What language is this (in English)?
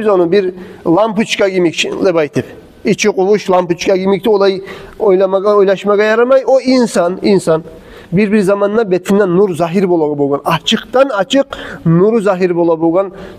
Kumyk